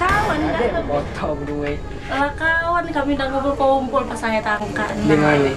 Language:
Musi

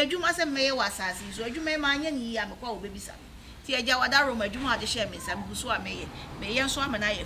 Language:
Akan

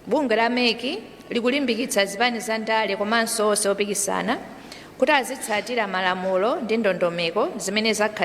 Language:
Nyanja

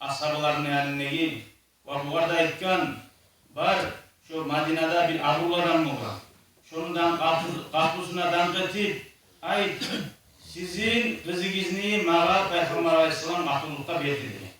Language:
Kumyk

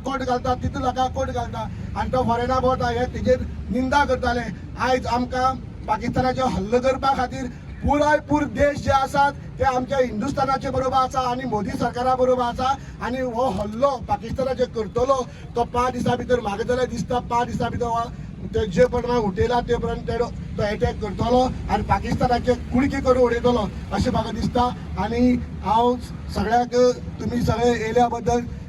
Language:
Konkani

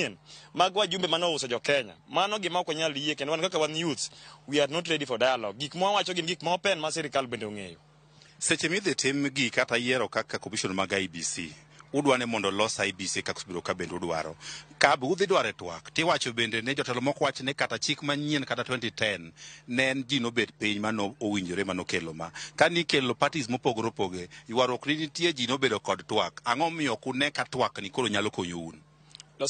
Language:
Luo (Kenya and Tanzania)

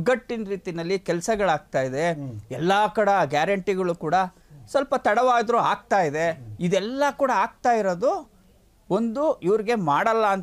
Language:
Kannada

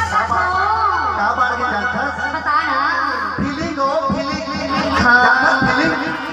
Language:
Chhattisgarhi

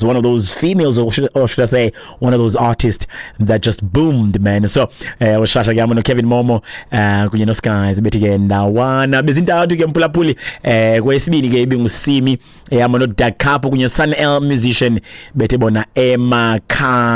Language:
Xhosa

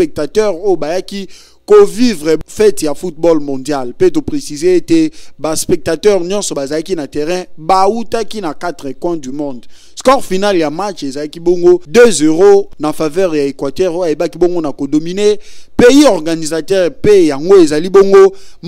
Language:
Lingala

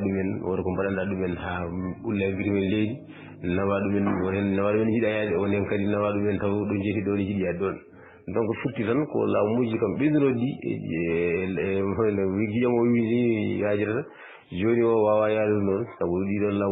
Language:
Fula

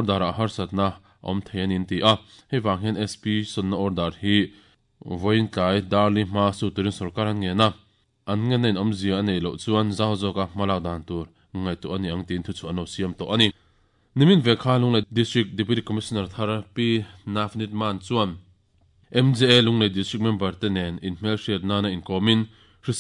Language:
Mizo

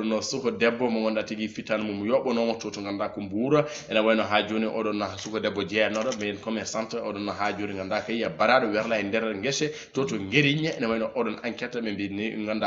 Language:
Fula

